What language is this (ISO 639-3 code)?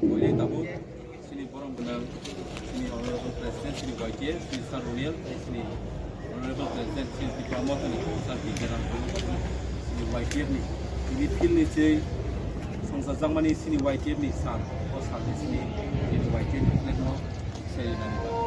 trp